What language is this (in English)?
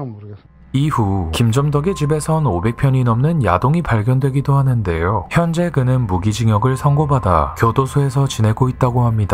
Korean